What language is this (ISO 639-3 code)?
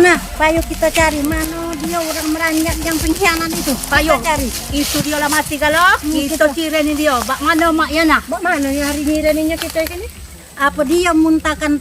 mui